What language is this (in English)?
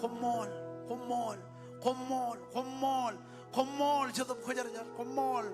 Marshallese